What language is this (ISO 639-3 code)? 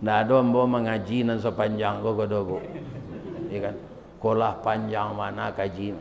min